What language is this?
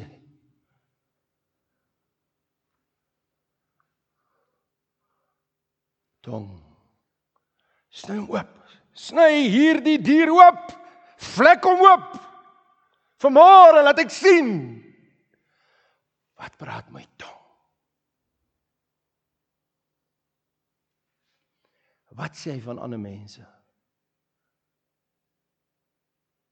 Afrikaans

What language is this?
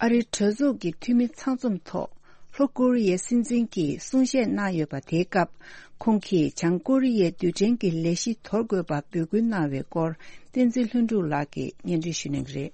Tibetan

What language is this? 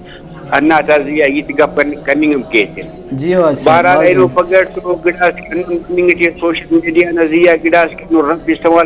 Brahui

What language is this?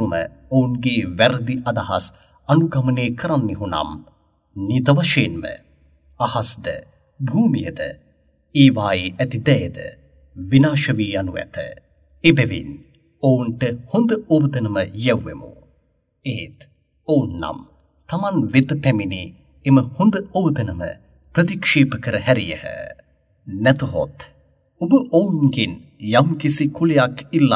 Sinhala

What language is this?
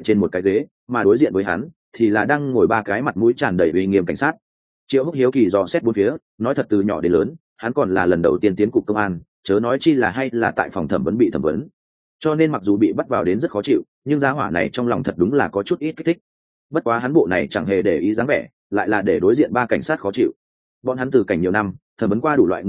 Vietnamese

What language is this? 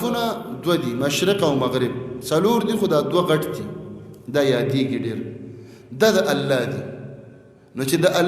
Pashto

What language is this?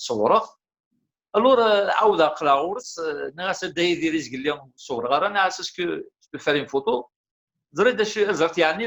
Kabyle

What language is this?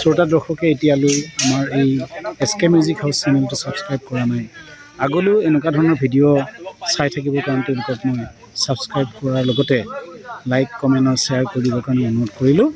Assamese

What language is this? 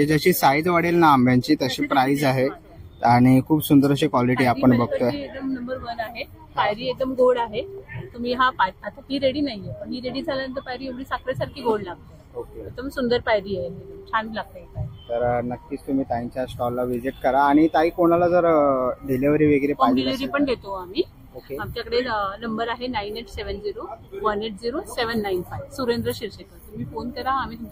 Marathi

